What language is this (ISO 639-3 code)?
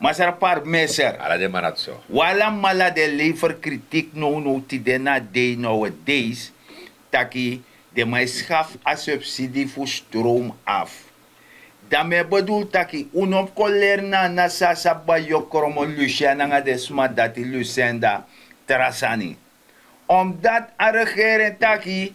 srn